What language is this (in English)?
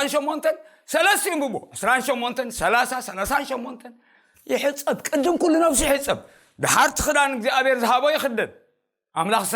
Tigrinya